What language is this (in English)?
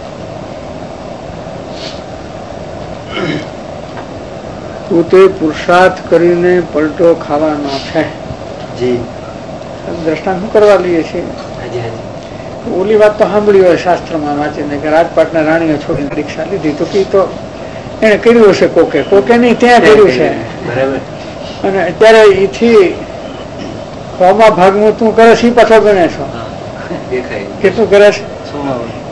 Gujarati